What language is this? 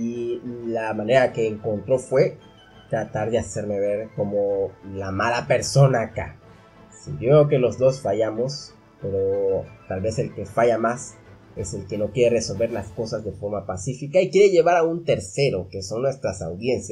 Spanish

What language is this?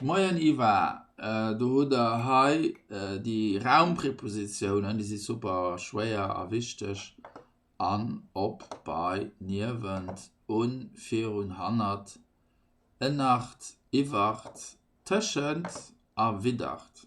Luxembourgish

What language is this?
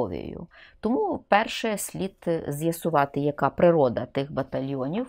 Ukrainian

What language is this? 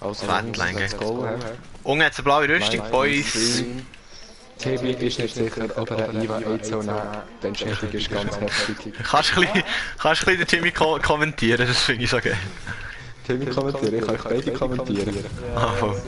Swiss German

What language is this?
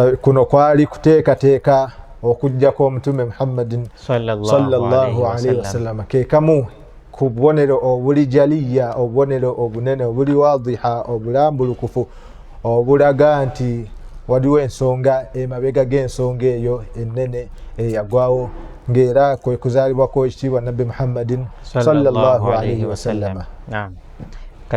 Ganda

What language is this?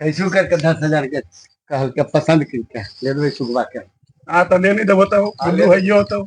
Magahi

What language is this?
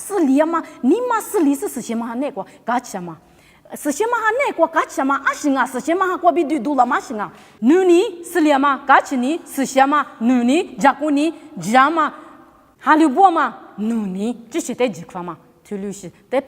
Lisu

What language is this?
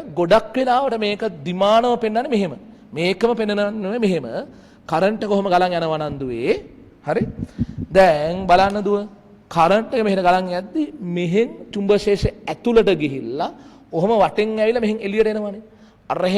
Sinhala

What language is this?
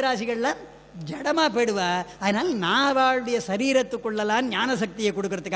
Tamil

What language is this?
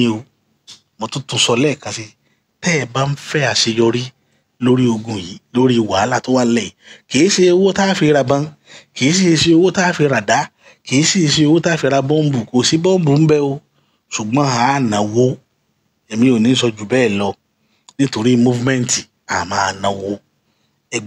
Yoruba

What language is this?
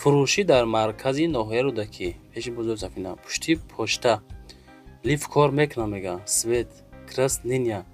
Tajik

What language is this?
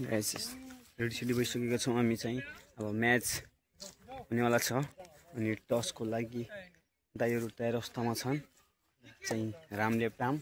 Nepali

